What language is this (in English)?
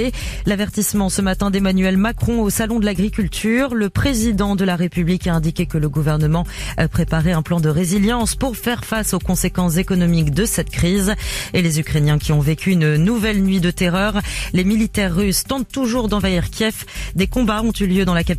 French